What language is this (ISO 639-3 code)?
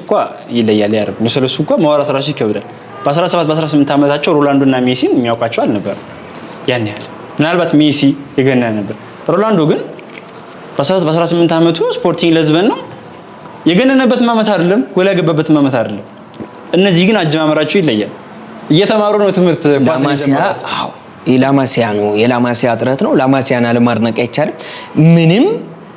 amh